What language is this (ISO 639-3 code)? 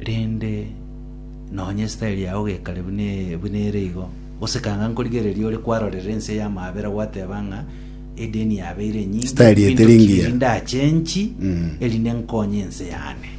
guz